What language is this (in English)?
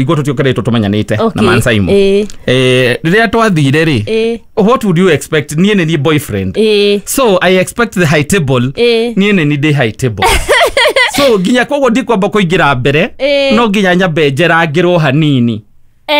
Kikuyu